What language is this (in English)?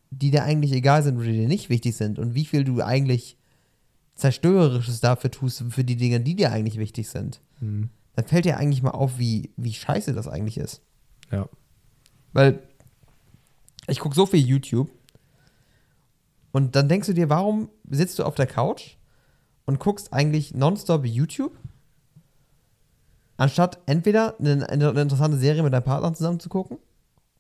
German